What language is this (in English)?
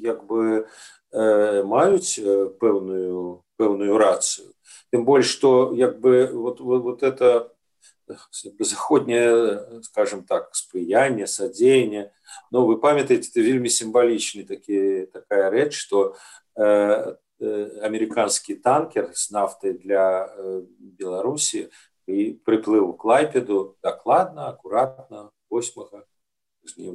Belarusian